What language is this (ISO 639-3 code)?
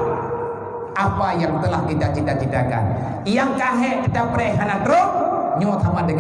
ace